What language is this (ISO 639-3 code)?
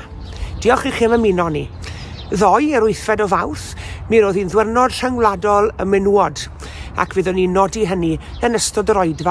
cym